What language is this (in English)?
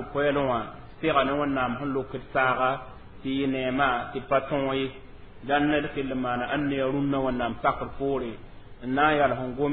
Mossi